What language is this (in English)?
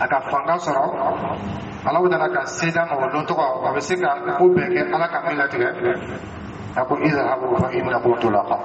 Dyula